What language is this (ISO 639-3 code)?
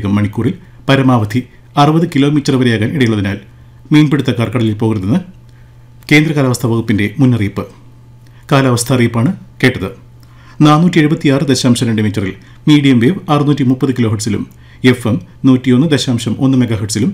mal